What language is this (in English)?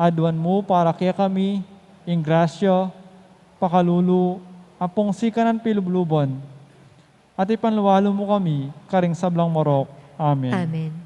Pampanga